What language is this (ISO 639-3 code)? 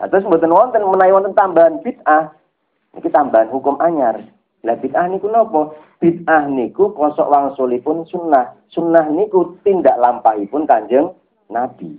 jav